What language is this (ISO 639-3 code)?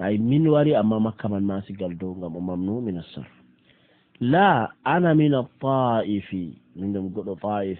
ful